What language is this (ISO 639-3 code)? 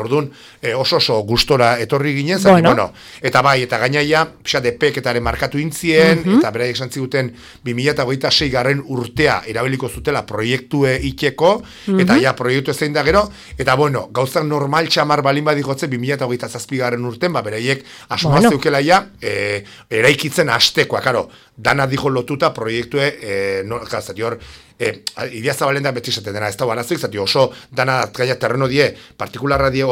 eus